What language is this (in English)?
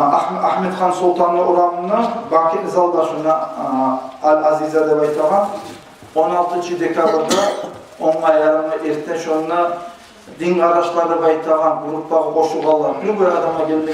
Kumyk